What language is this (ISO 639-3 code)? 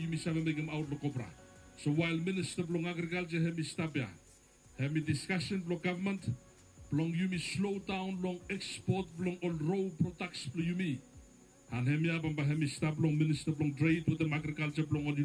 bis